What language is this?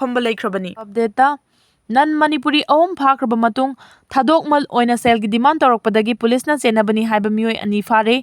Manipuri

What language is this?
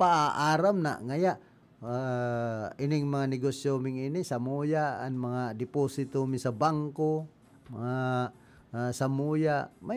Bikol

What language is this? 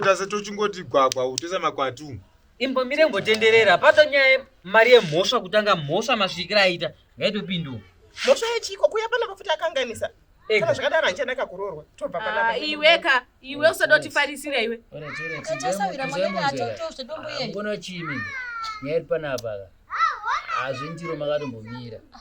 Shona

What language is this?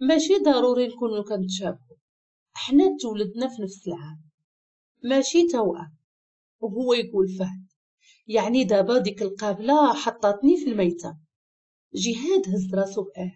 Moroccan Arabic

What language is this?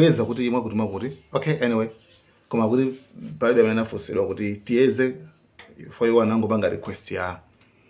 Nyanja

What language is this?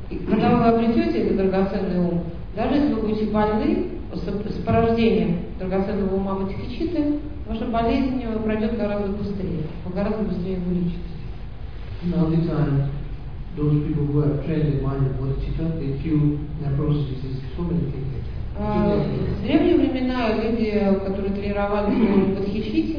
Russian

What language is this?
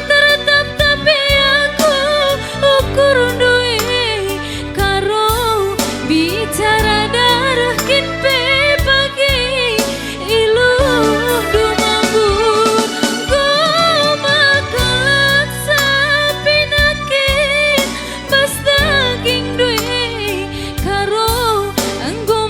Batak Karo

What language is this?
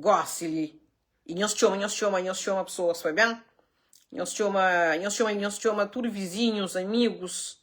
Kabuverdianu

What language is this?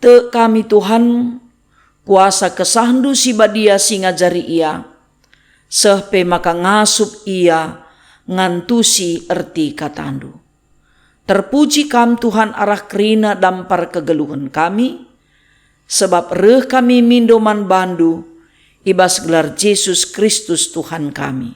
Batak Karo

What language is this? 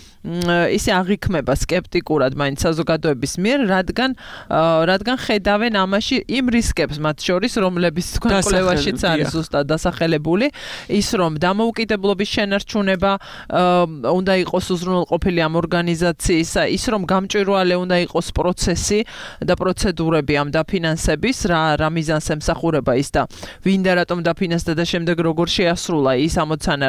Georgian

